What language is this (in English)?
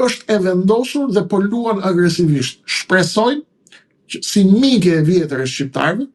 Albanian